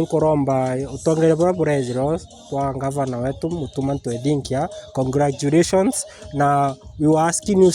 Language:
Meru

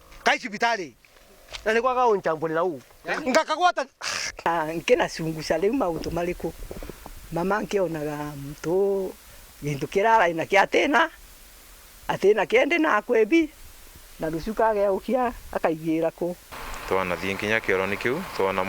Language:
Meru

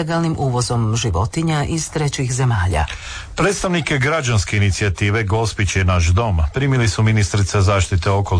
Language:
Croatian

